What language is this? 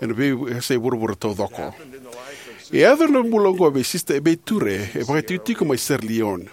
Fijian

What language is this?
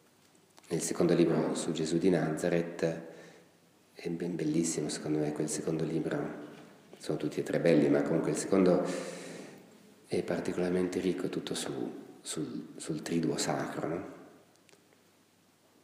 Italian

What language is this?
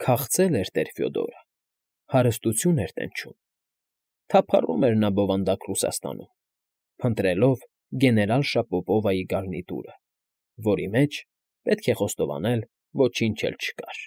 Armenian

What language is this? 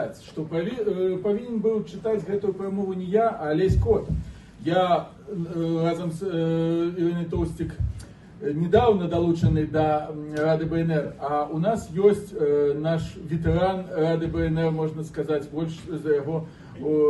Belarusian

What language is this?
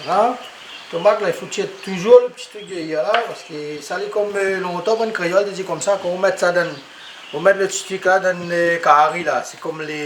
Réunion Creole French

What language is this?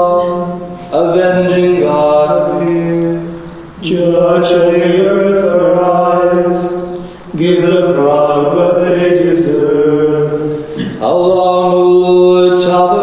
English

